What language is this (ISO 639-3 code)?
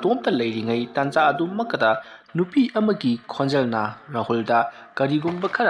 mni